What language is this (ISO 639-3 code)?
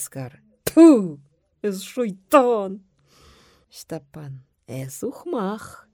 chv